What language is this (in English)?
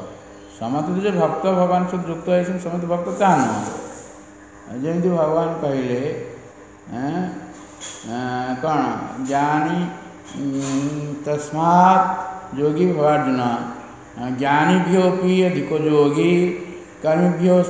Odia